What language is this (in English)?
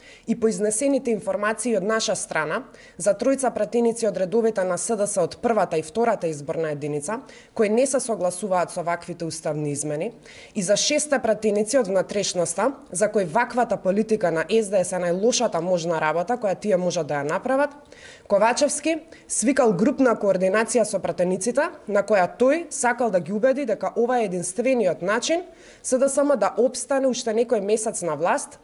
Macedonian